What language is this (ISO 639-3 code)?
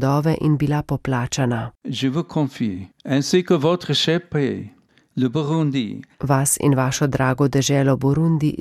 slv